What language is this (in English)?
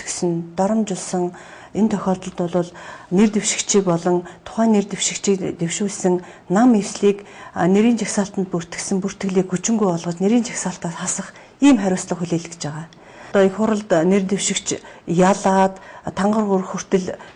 Mongolian